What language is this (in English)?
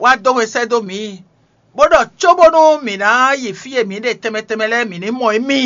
Fon